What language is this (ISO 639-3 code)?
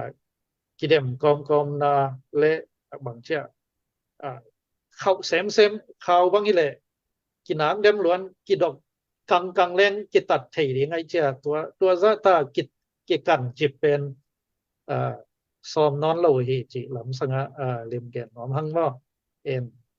ctd